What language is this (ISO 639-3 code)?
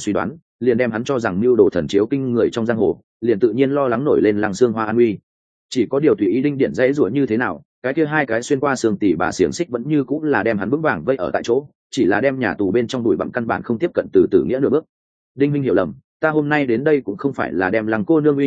vie